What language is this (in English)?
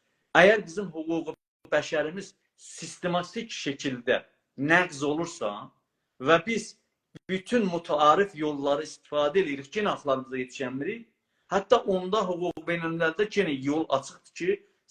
South Azerbaijani